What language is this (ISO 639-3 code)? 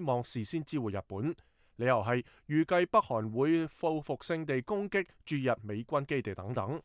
yue